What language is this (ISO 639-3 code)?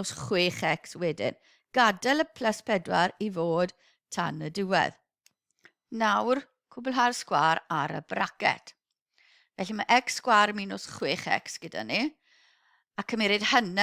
cym